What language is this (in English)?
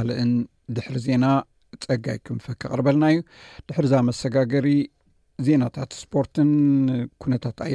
Tigrinya